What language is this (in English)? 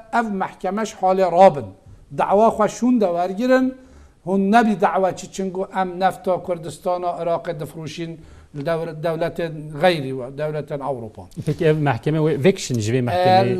Kurdish